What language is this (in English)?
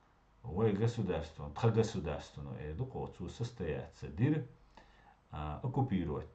Chechen